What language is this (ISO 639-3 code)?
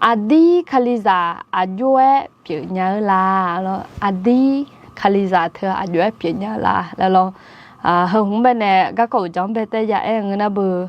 ahk